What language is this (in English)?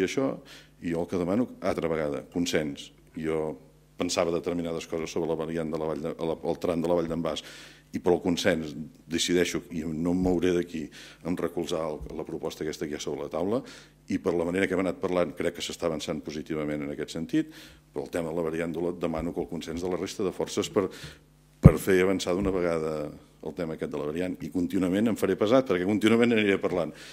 Catalan